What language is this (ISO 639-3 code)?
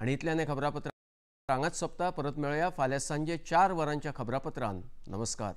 kok